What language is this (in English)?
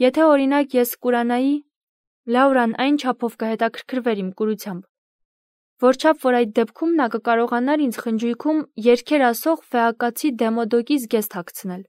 Armenian